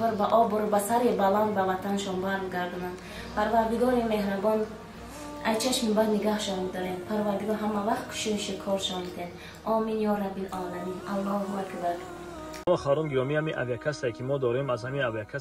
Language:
Tajik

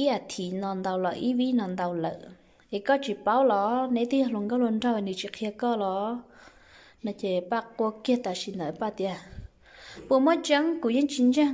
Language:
Hmong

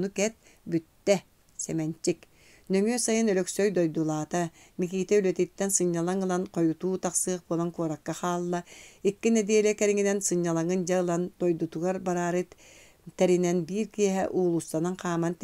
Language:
Yakut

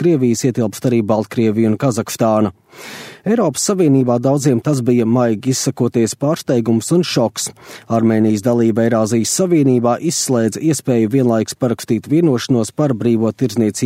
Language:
Latvian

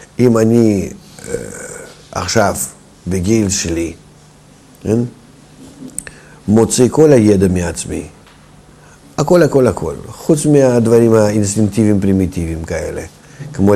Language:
Hebrew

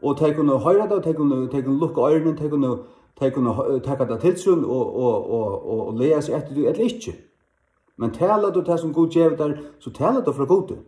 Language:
Faroese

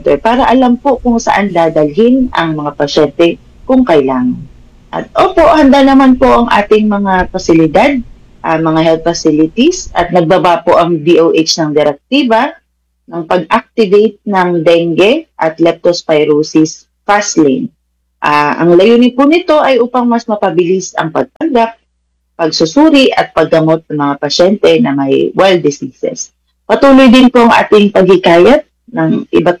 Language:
Filipino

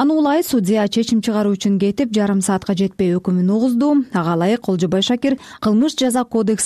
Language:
Kyrgyz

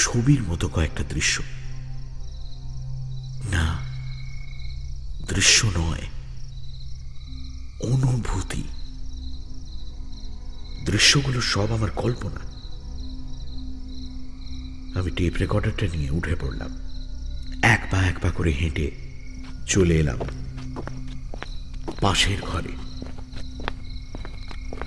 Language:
Bangla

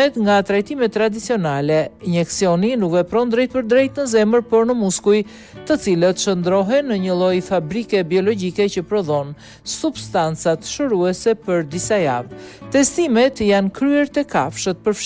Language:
Albanian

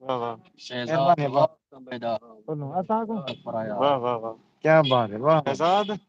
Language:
Saraiki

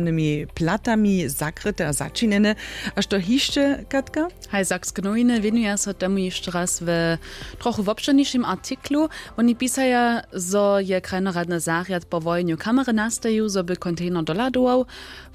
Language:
Upper Sorbian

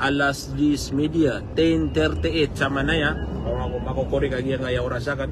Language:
Maranao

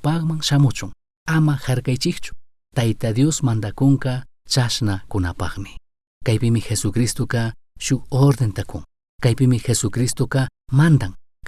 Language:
Chimborazo Highland Quichua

